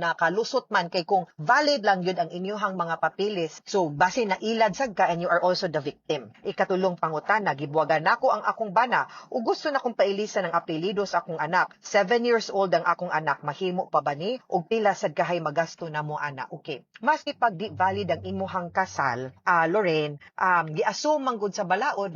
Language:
Cebuano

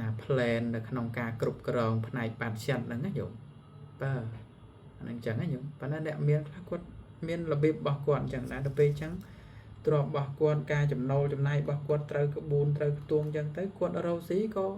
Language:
Khmer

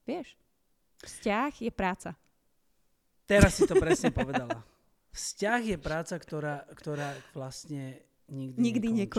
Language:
Slovak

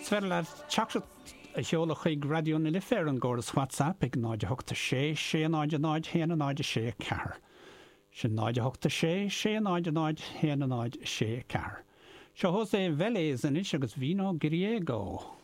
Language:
Irish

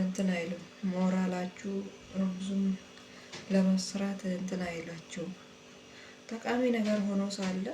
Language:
Amharic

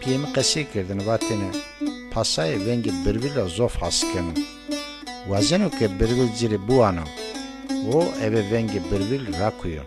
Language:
Zaza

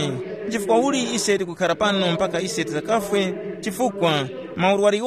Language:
Tumbuka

